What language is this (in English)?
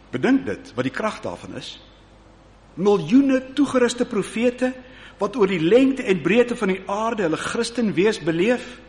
Afrikaans